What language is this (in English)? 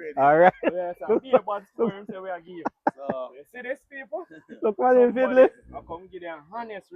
Jamaican Creole English